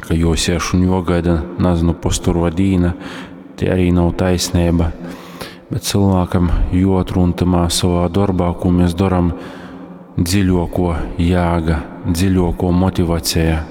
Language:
Latgalian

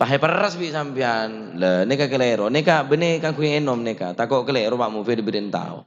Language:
Madurese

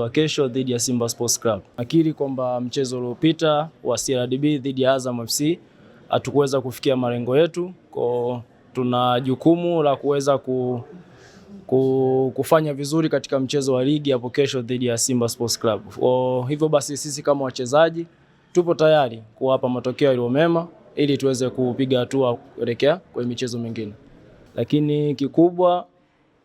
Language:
Swahili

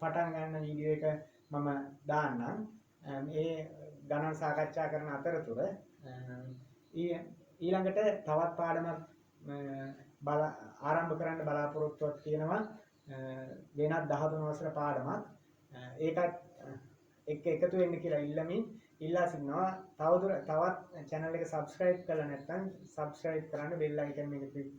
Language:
Sinhala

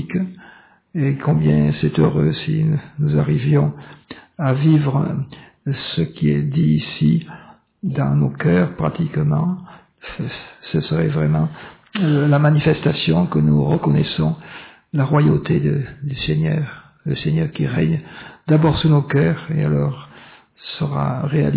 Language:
French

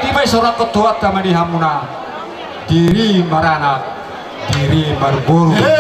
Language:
Batak Toba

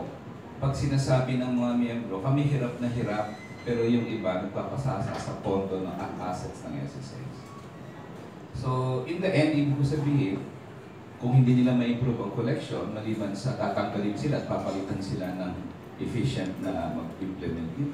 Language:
Filipino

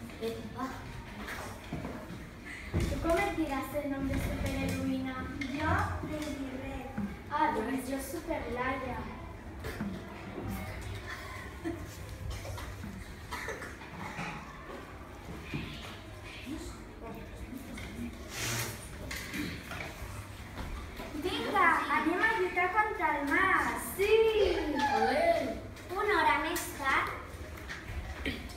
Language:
Catalan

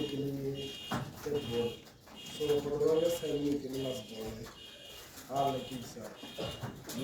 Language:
Tswana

